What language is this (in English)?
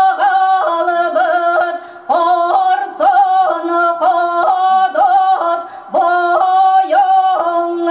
Yakut